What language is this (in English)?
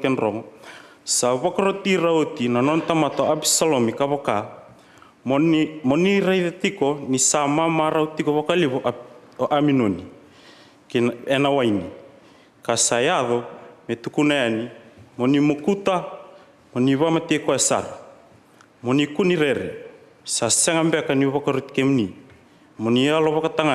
Fijian